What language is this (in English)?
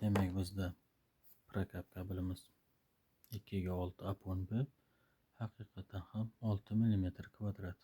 Uzbek